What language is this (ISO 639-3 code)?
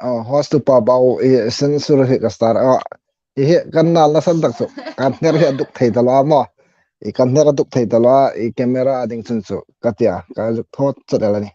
hmr